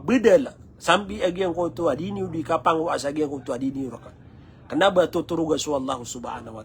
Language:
Maranao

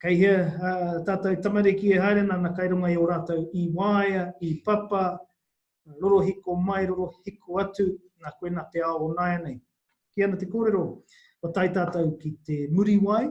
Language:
Māori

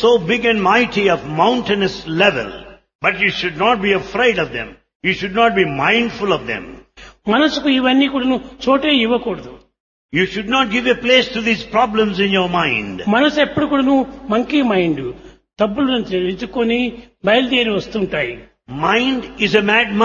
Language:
Telugu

